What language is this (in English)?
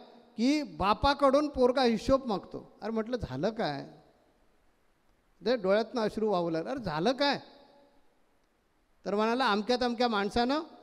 Marathi